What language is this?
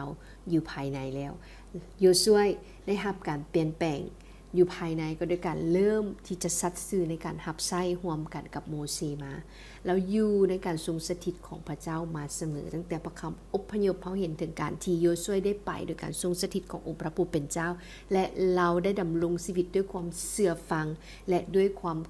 Lao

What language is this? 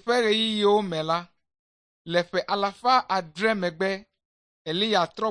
Ewe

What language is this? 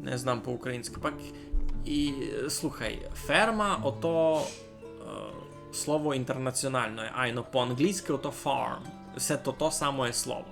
Rusyn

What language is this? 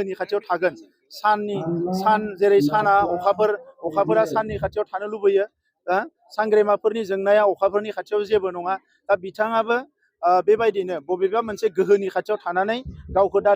Bodo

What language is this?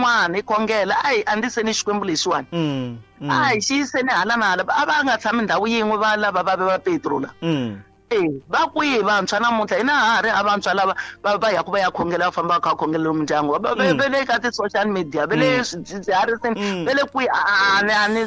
Tsonga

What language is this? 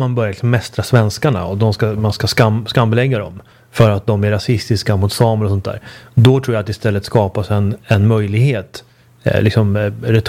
Swedish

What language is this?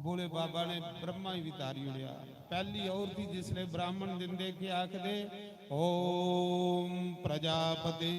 Dogri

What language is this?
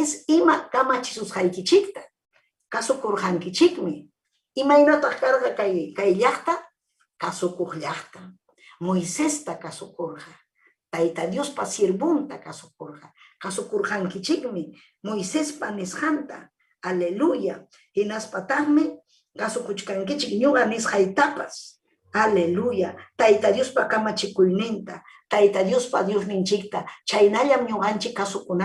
Ayacucho Quechua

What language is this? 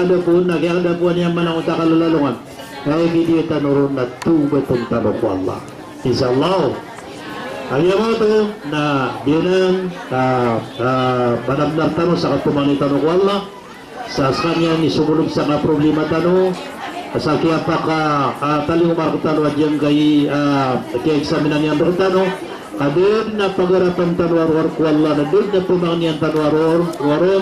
Maranao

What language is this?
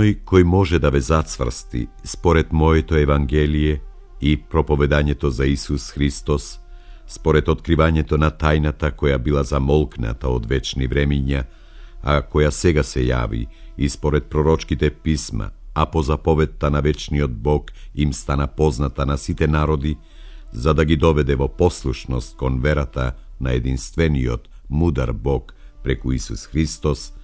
Macedonian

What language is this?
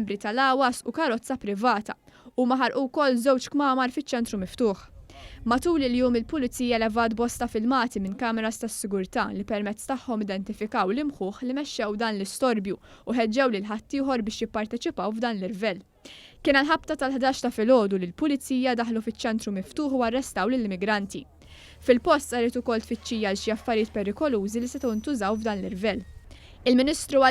Maltese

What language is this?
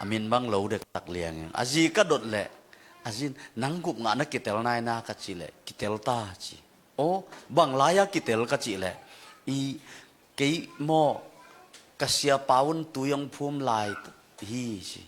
Tedim Chin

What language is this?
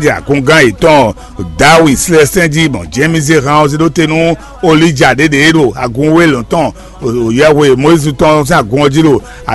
Fon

